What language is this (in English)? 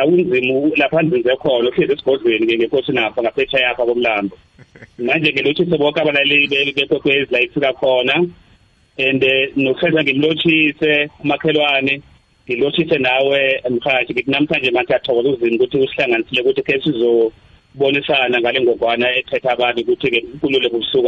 South Ndebele